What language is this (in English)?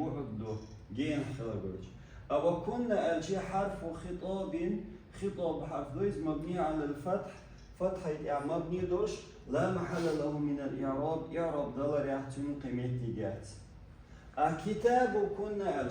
Chechen